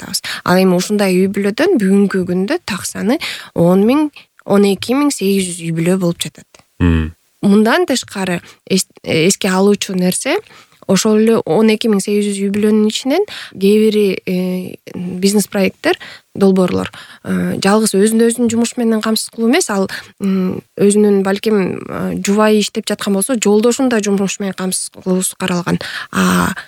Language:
Kyrgyz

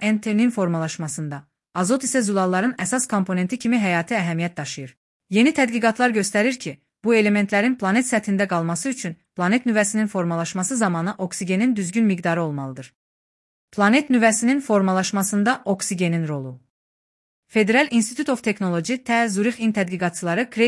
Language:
Azerbaijani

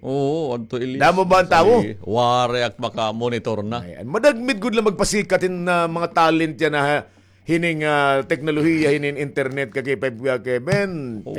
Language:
Waray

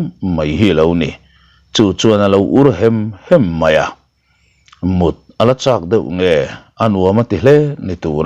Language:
Mizo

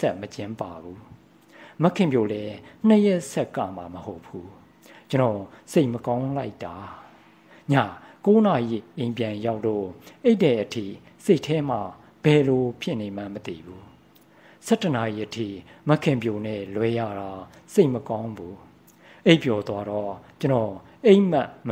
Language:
Burmese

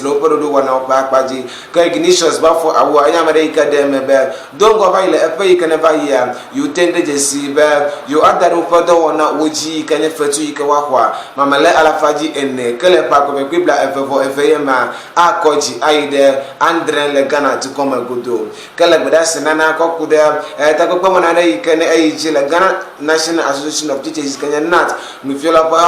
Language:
Ewe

